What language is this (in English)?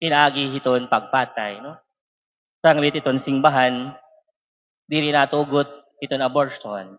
Waray